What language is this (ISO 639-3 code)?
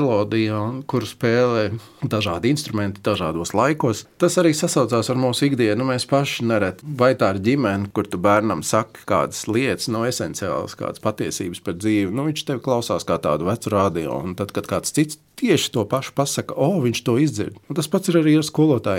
lav